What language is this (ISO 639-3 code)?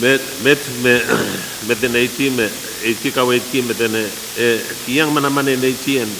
pon